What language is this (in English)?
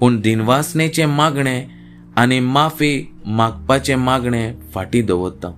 Konkani